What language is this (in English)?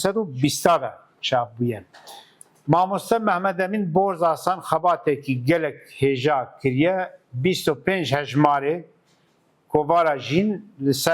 Kurdish